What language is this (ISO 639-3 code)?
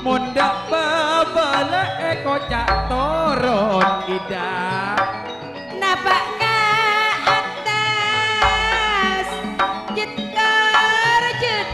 mad